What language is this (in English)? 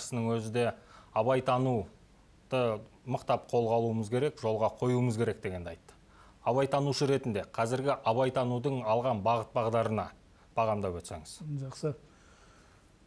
Kazakh